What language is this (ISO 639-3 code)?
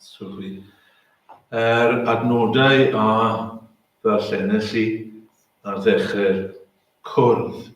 cym